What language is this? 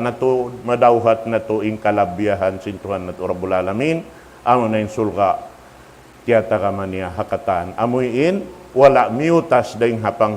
Tausug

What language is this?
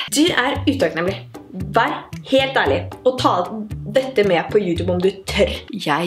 Norwegian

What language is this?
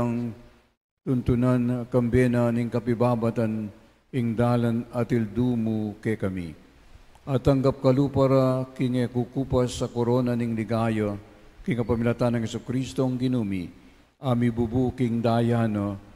Pampanga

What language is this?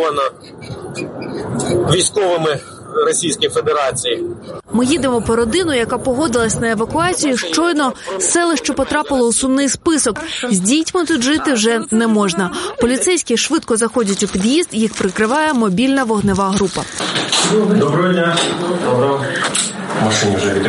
Ukrainian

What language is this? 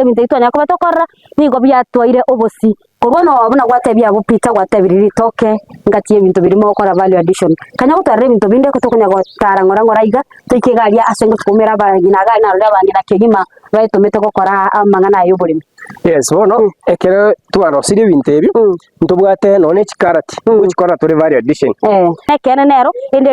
Gusii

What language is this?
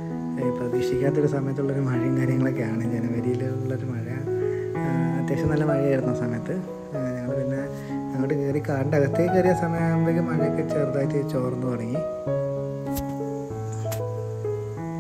Malayalam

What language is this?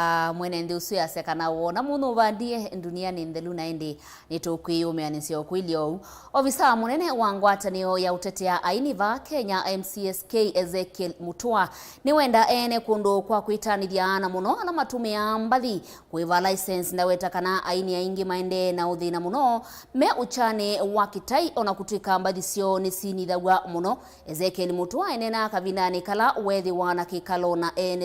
Kamba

